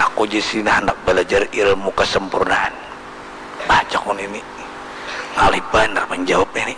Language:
Banjar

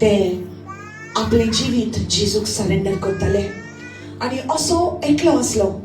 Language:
Konkani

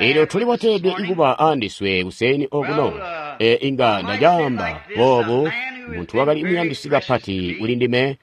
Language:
Tonga (Zambia)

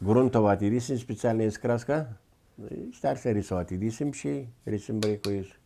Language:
Gagauz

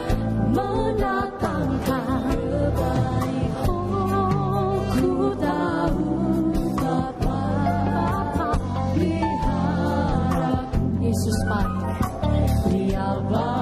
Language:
Indonesian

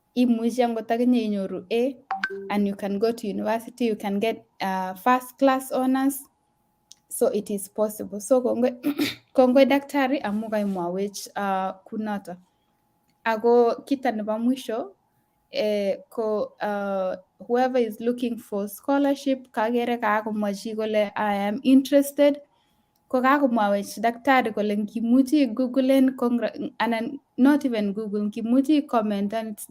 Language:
Kalenjin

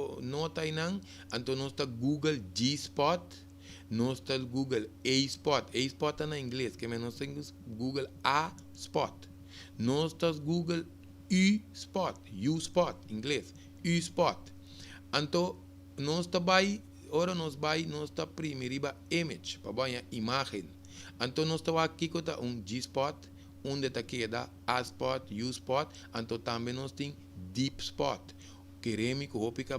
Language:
Papiamento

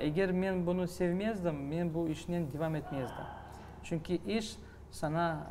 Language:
Crimean Tatar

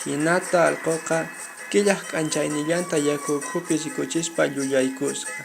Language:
Quechua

